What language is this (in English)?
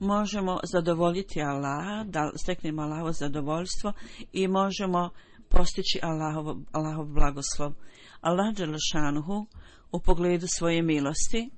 Bosnian